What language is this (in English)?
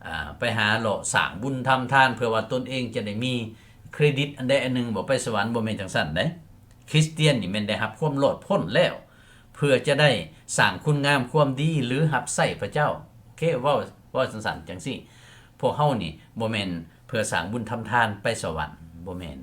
Lao